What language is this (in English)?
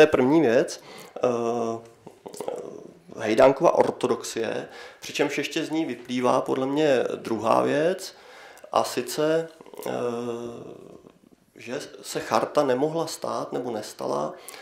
Czech